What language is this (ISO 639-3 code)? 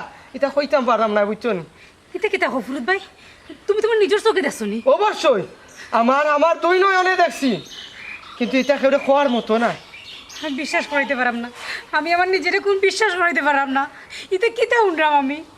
syl